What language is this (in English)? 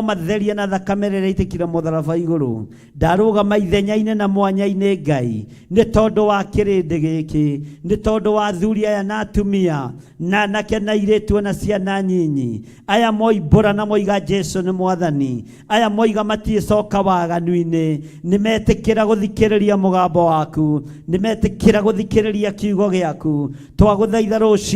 Kikuyu